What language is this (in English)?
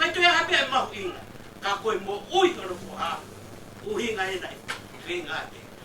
Tongan